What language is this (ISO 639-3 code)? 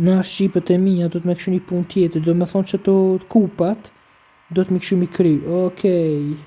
sqi